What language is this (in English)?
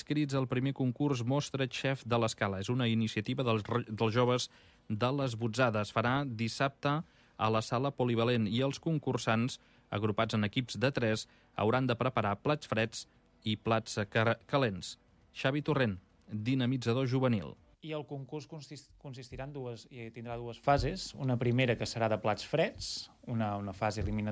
Catalan